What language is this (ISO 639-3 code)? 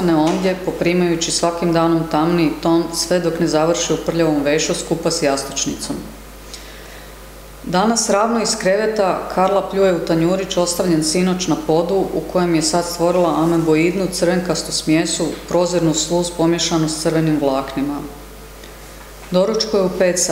hrv